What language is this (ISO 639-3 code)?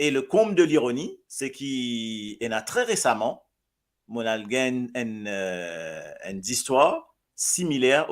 mfe